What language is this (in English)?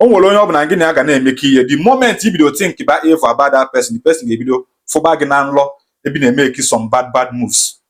Igbo